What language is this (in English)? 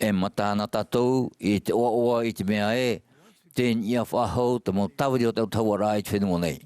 Tahitian